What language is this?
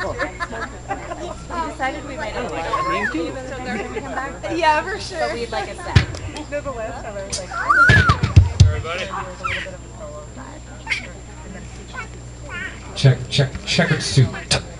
English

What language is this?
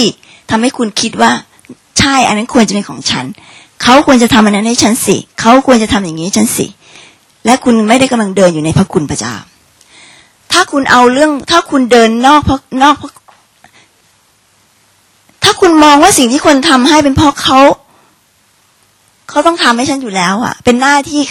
Thai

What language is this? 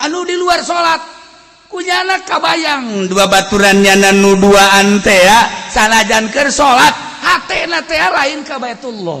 Sundanese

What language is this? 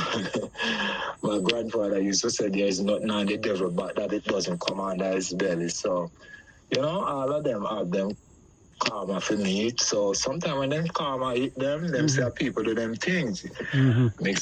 Jamaican Creole English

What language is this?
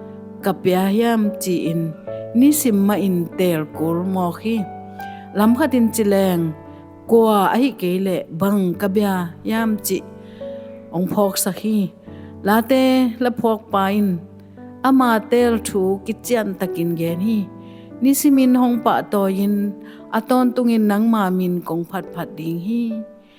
Tedim Chin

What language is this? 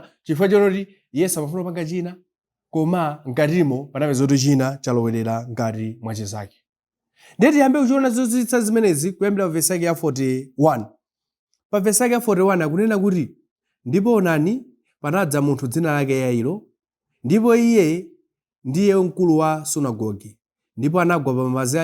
Nyanja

